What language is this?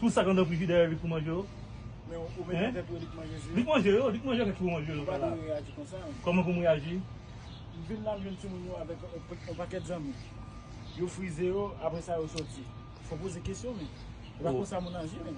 Haitian Creole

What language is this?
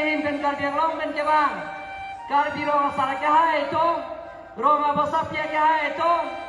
Karbi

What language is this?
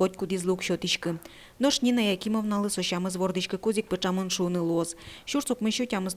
Udmurt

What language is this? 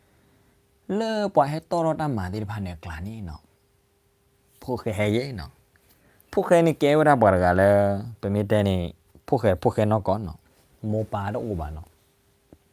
S'gaw Karen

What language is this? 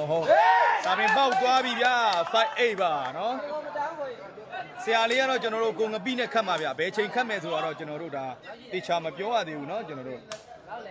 Burmese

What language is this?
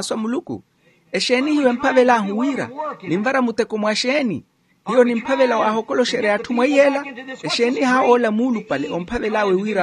Makhuwa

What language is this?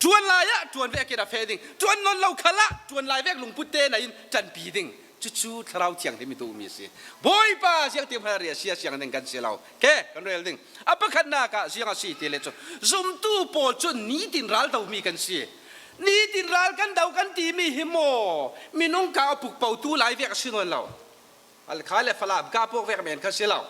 Falam Chin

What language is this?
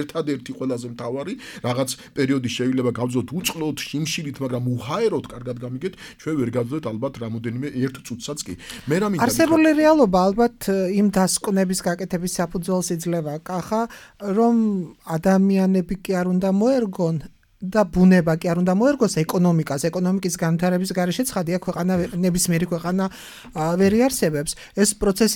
Georgian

